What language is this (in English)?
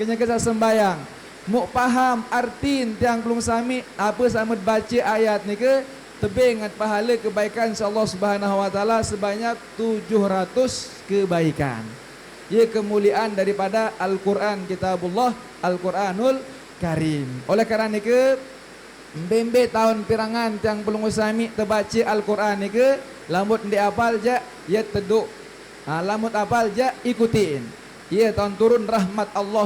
Sasak